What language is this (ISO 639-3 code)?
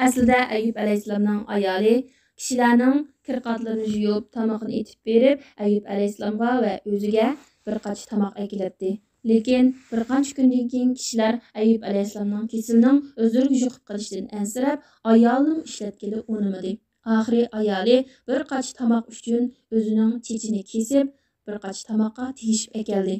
uig